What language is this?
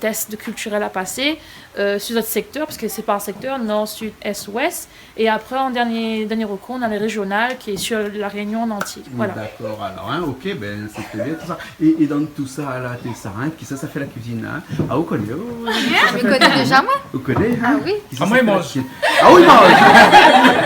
Réunion Creole French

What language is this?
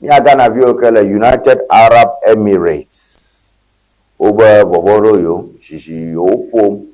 Ewe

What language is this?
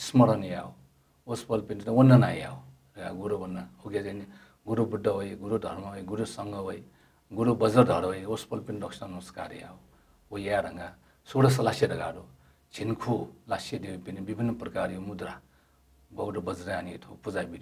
Newari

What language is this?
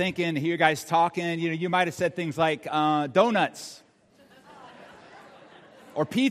English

